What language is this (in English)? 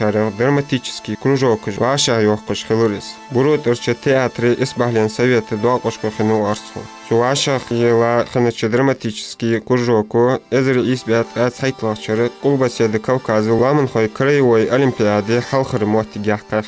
Ingush